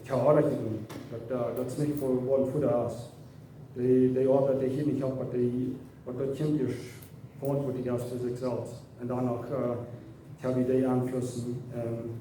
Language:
Plautdietsch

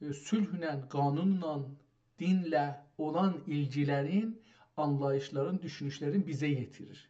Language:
South Azerbaijani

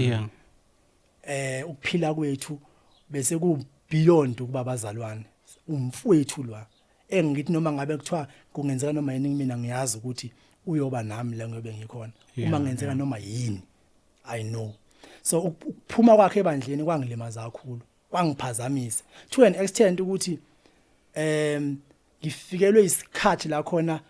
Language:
Zulu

